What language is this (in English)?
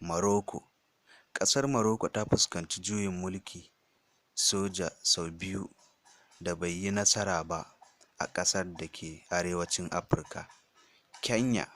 Hausa